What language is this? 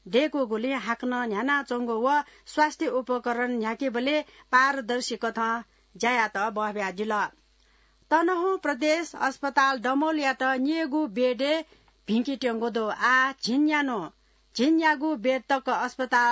Newari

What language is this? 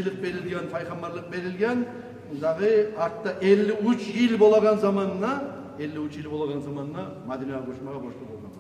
Kumyk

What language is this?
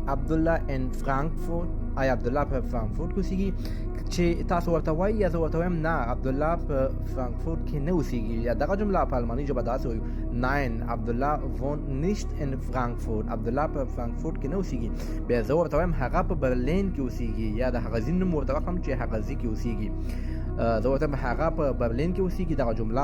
Pashto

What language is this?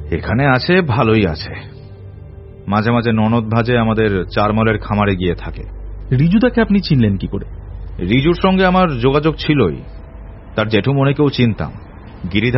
Bangla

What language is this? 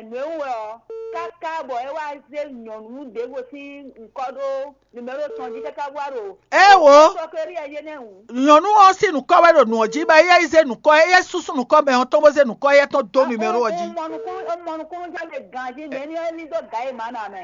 Fon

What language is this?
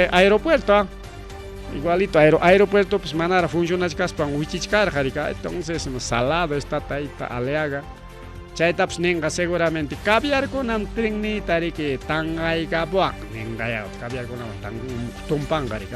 Ayacucho Quechua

